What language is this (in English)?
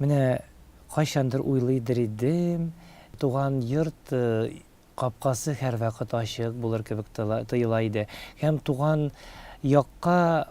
Tatar